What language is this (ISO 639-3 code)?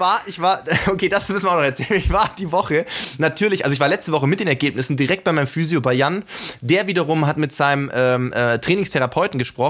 deu